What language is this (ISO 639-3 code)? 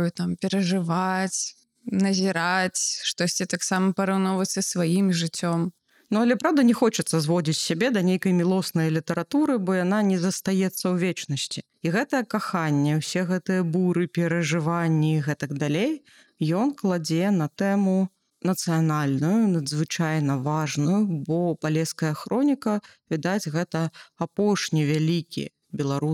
bel